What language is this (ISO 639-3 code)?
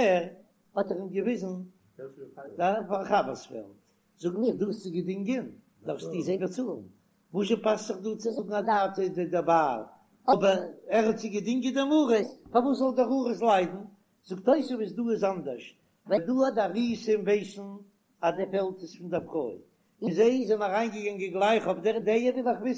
yid